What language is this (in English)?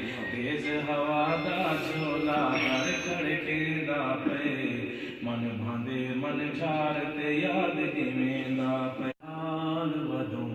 Saraiki